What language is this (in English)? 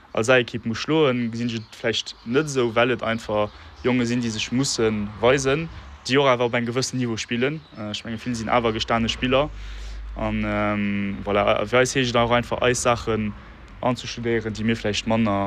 Luxembourgish